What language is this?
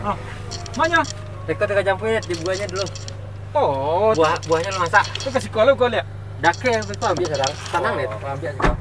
Minangkabau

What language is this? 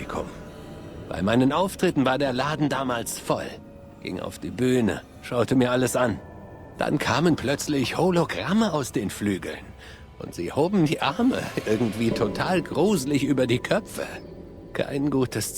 Bavarian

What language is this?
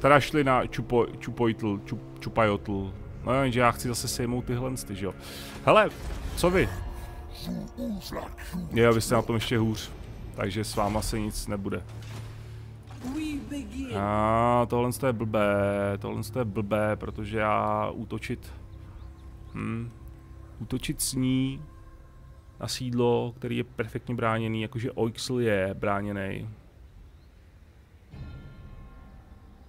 Czech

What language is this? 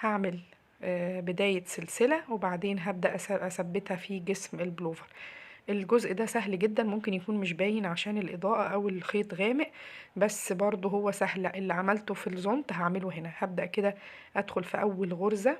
Egyptian Arabic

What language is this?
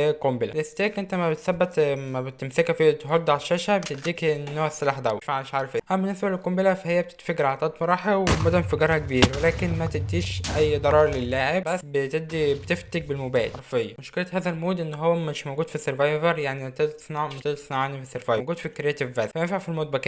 Egyptian Arabic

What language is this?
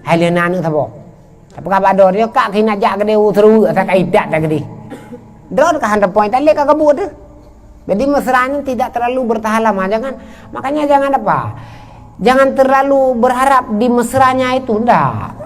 Achinese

